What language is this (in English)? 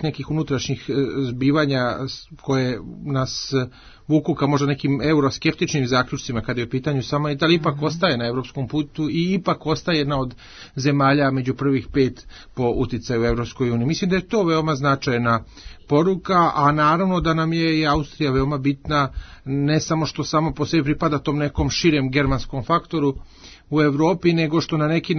Serbian